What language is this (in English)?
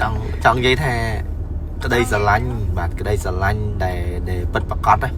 Khmer